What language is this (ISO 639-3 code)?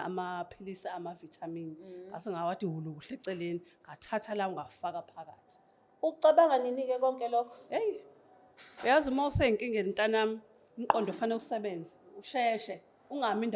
zul